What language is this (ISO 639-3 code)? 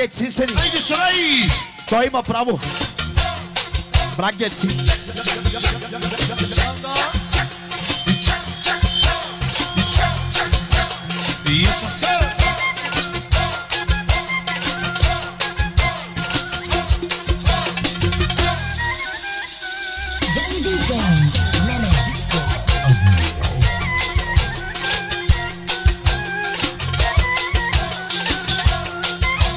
bul